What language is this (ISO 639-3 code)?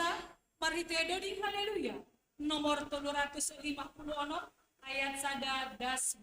bts